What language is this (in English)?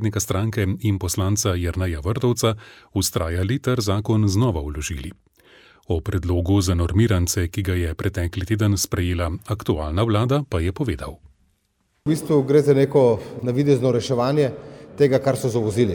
Slovenian